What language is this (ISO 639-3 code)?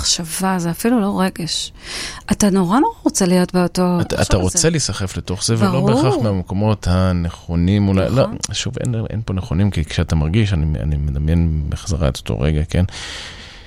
heb